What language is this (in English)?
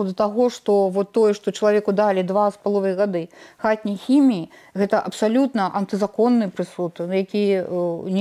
Belarusian